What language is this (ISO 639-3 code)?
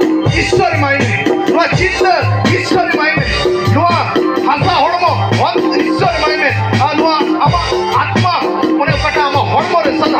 sat